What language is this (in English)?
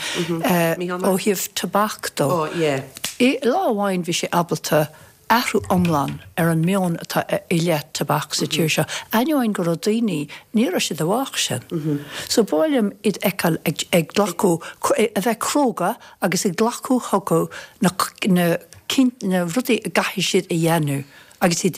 Irish